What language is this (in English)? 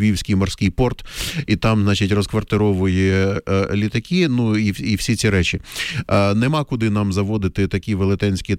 Ukrainian